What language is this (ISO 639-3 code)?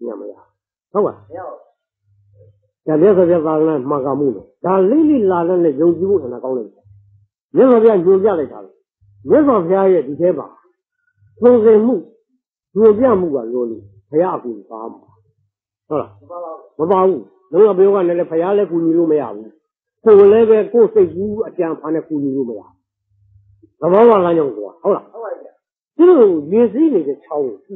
mya